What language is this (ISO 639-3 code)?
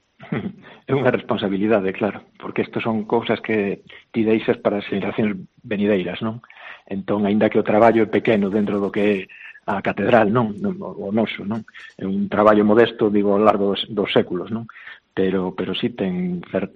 glg